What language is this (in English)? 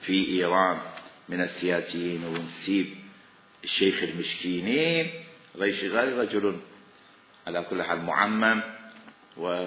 Mesopotamian Arabic